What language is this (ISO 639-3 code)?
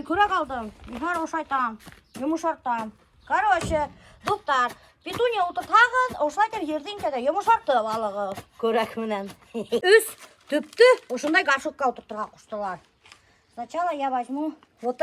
bak